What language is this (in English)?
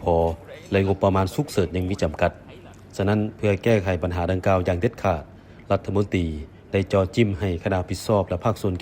Lao